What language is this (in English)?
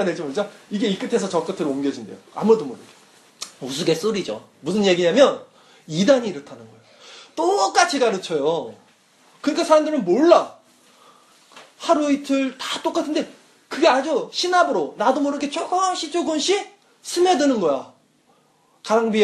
Korean